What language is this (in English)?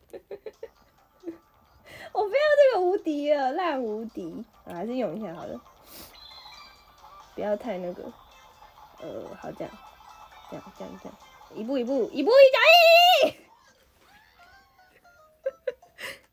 Chinese